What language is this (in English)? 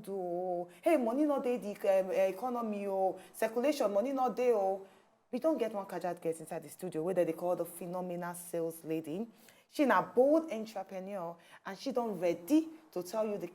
Nigerian Pidgin